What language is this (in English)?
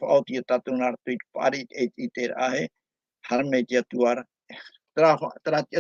Tahitian